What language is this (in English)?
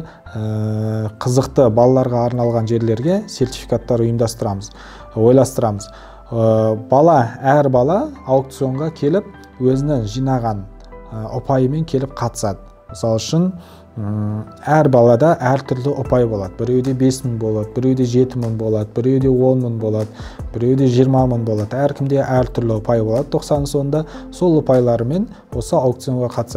Kazakh